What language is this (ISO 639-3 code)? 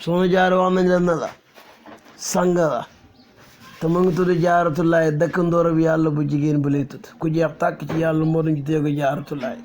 wol